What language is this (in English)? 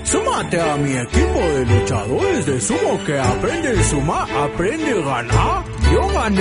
Spanish